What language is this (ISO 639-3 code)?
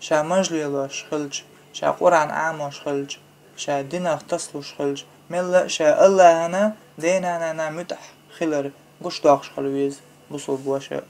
che